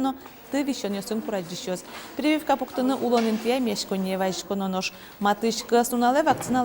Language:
Udmurt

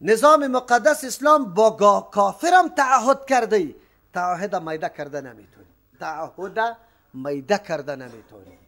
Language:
Persian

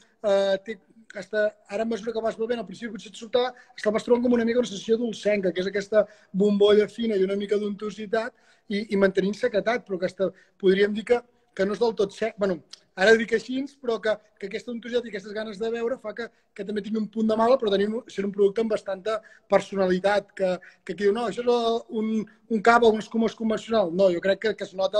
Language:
Catalan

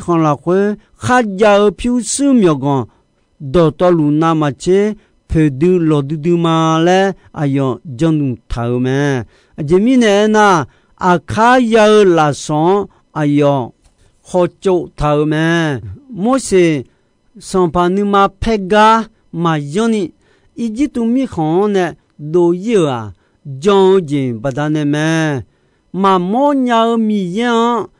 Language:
Akha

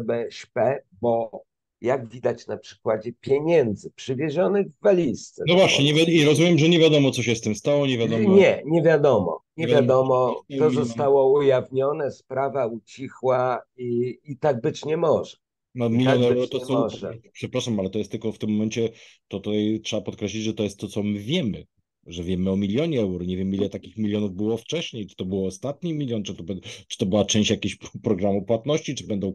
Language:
Polish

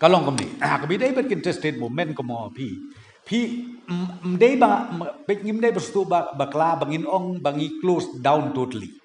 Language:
Khasi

